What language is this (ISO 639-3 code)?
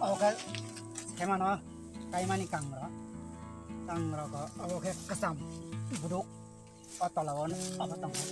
trp